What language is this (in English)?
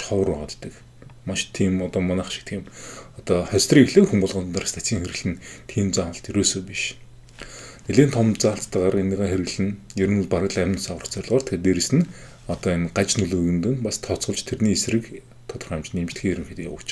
Mongolian